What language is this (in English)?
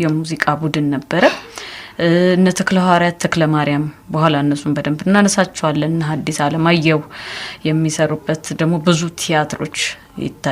Amharic